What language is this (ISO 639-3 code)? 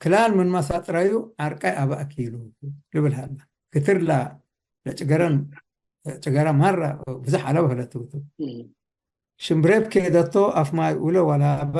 tig